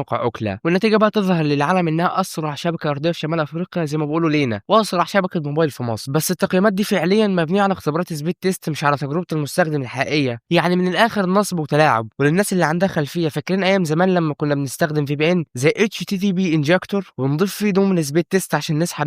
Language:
Egyptian Arabic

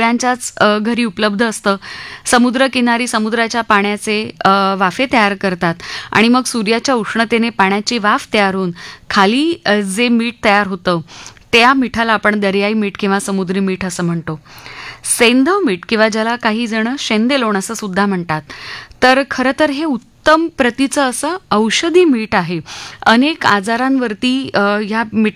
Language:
Marathi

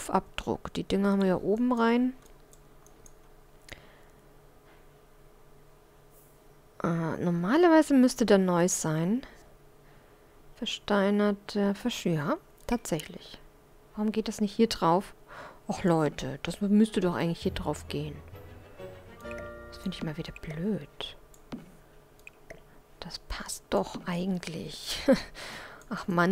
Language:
German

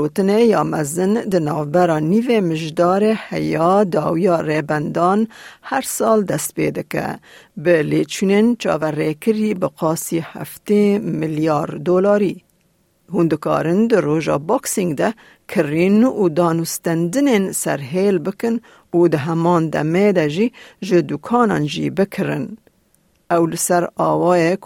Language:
Kurdish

